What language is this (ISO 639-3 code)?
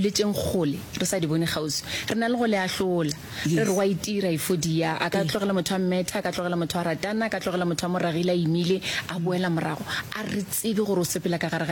nso